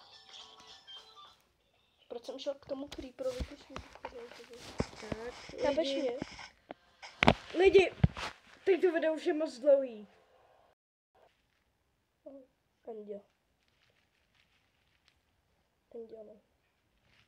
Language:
Czech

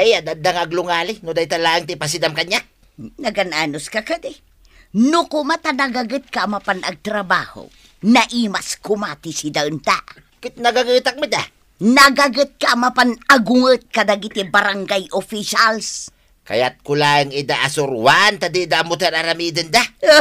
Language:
Iloko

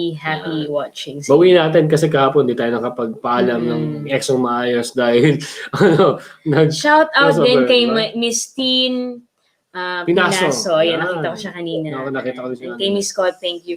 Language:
Bikol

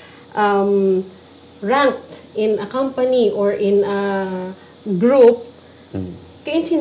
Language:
Hiligaynon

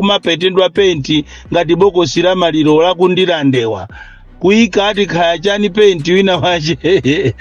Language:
Nyanja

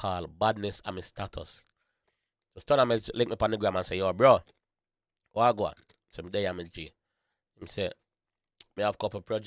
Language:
Jamaican Creole English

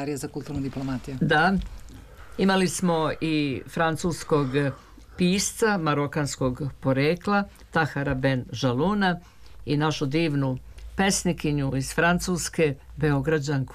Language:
Serbian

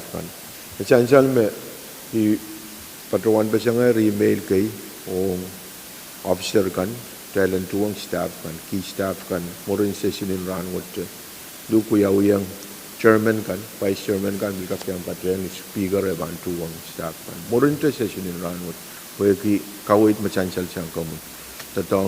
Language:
Pohnpeian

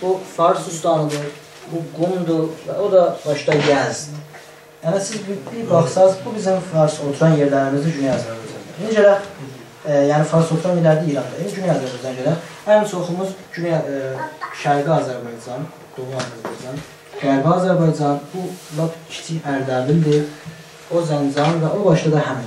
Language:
South Azerbaijani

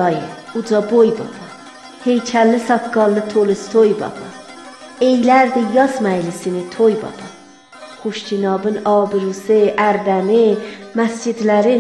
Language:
South Azerbaijani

